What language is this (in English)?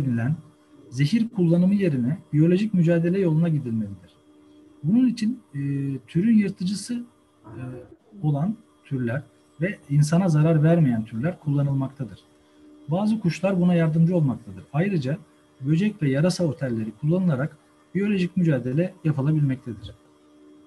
Turkish